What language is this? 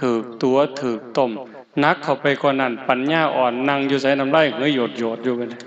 Northeastern Thai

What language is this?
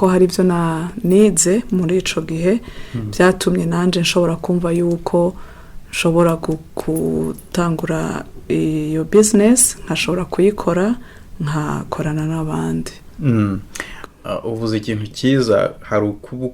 Rundi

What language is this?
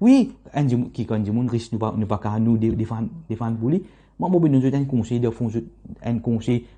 Morisyen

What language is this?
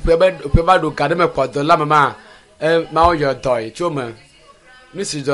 Ewe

